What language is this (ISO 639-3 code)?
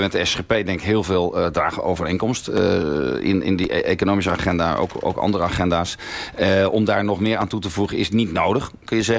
nld